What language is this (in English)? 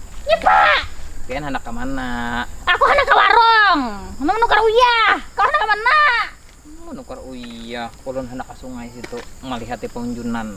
Banjar